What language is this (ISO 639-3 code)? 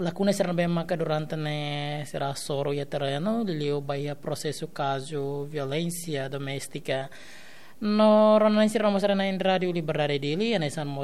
tet